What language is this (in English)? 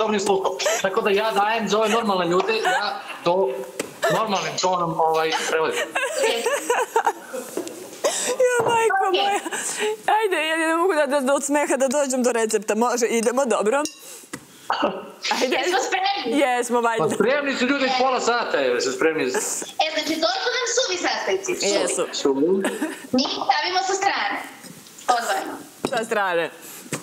Serbian